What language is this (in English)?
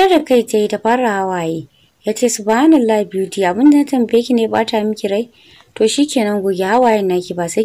Hausa